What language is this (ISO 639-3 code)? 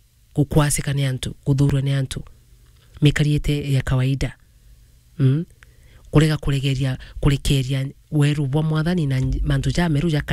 mer